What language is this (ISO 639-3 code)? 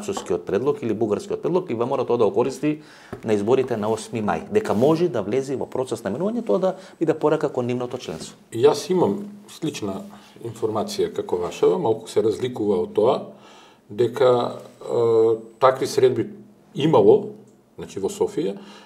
mkd